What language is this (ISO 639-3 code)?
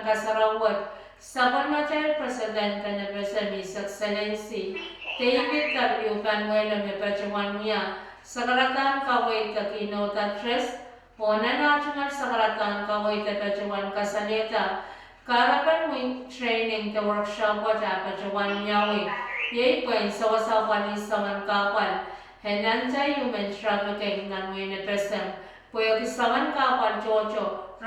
pon